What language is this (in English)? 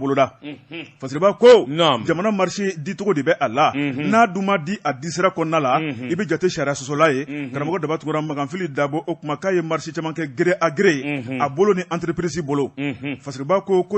Bambara